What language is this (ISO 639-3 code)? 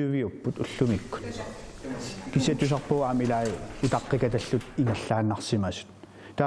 kal